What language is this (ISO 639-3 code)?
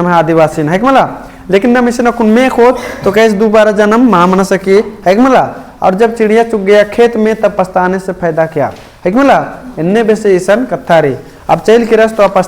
kru